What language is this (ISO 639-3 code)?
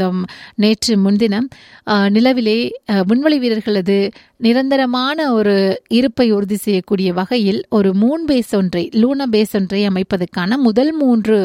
tam